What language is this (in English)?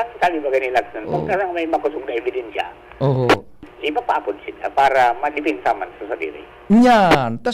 Bikol